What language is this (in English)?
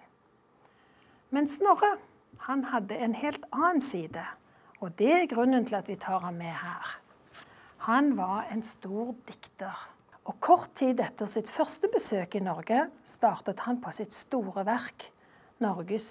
Norwegian